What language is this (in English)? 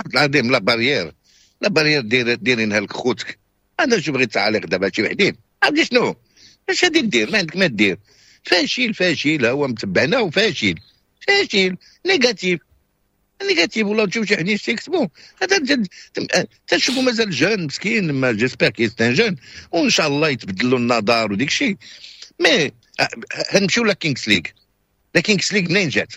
Moroccan Arabic